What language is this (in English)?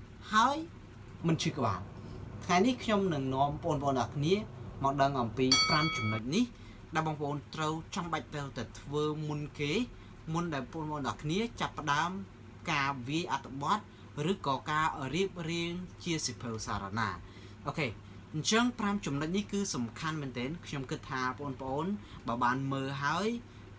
Khmer